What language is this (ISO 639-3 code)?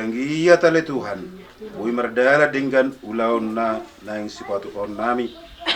bbc